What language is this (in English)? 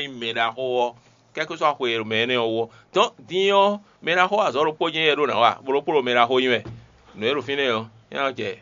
Fon